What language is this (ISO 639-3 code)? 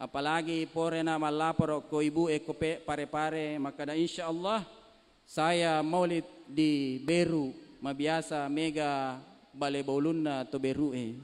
bug